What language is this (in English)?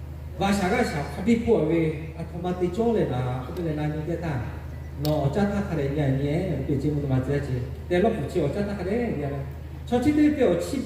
Lahu